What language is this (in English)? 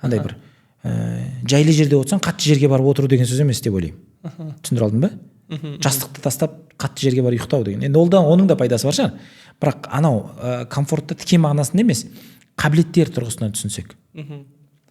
Kazakh